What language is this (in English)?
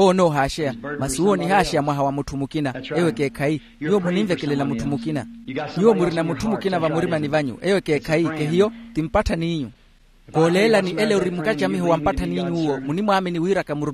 Makhuwa